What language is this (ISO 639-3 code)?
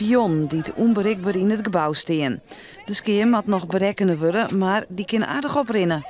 fry